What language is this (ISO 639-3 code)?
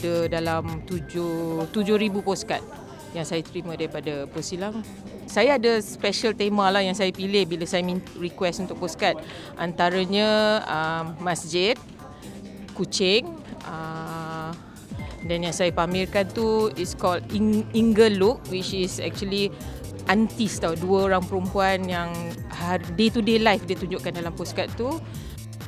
msa